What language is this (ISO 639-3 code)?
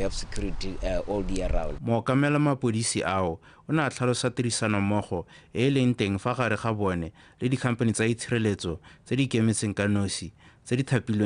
tsn